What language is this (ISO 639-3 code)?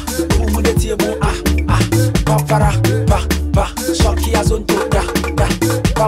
eng